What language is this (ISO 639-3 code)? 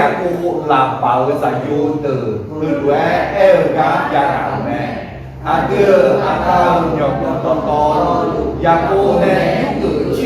ahk